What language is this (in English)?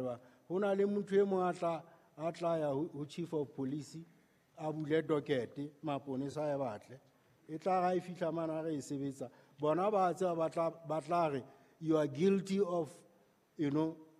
Southern Sotho